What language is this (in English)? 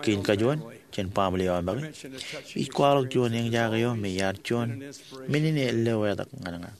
Marshallese